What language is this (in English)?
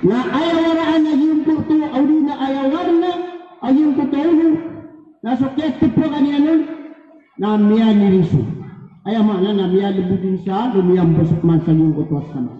Maranao